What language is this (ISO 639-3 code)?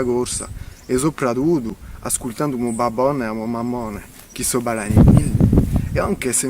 cos